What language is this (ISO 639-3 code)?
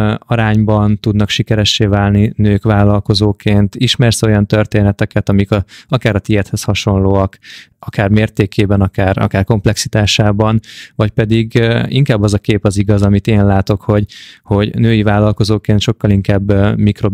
hun